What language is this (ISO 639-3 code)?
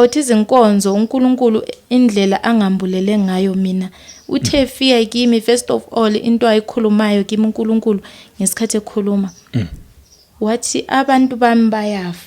zul